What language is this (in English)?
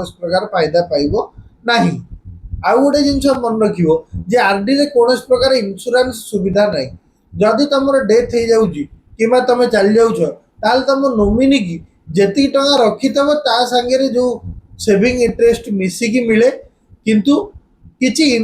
Odia